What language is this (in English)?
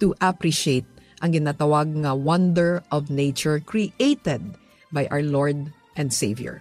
Hiligaynon